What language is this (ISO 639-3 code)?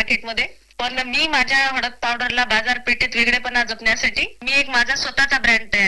mar